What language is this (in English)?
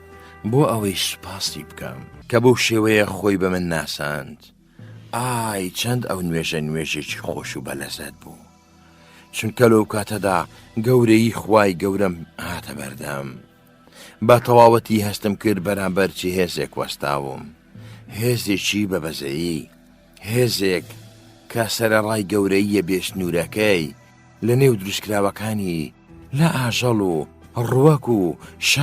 Central Kurdish